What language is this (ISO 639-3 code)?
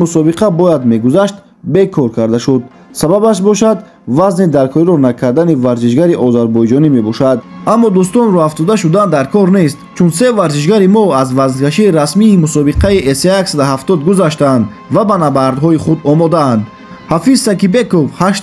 tgk